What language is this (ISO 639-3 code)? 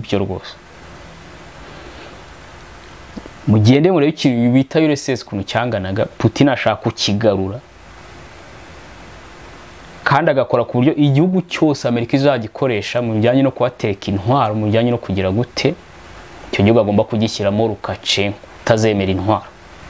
kin